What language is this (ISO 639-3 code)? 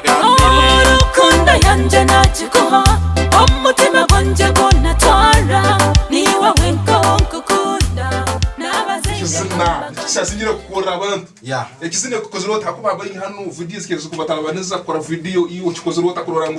ttj